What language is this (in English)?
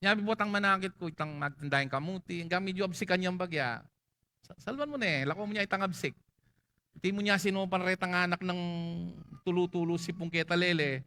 Pampanga